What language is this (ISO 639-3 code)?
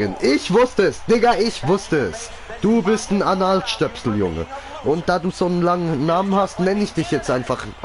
gsw